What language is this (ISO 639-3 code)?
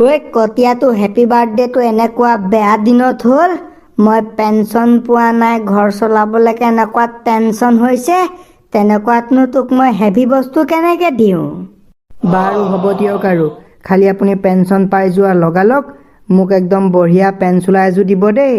asm